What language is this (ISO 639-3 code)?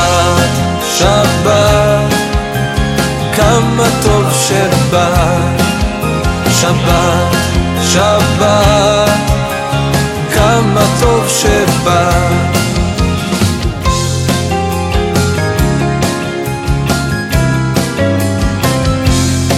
heb